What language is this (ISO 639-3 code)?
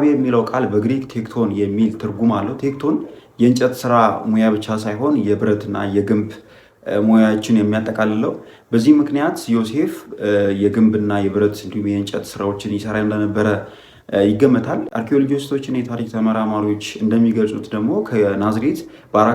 amh